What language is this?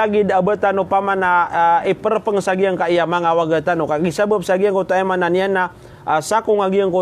Maranao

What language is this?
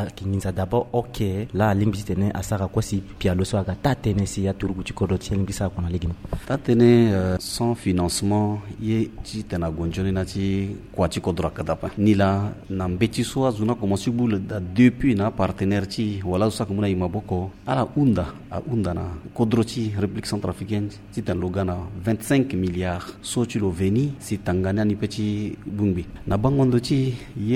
Sango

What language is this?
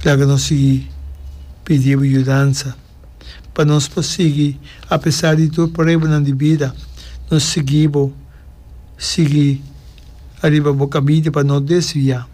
Papiamento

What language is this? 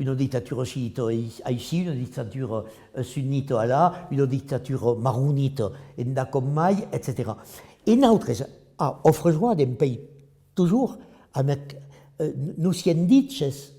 Occitan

